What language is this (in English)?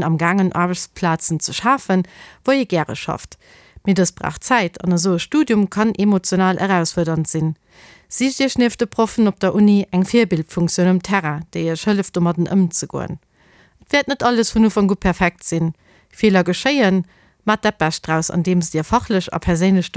Luxembourgish